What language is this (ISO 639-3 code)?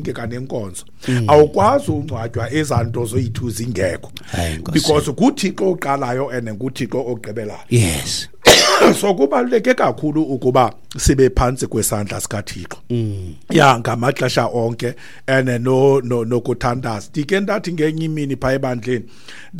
xho